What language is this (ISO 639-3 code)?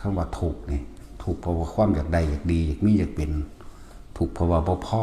tts